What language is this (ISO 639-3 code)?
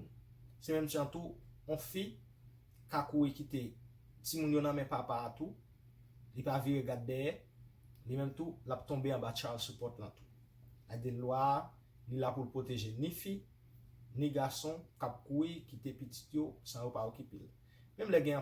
hat